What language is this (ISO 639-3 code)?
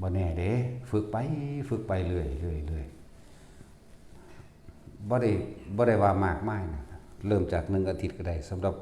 tts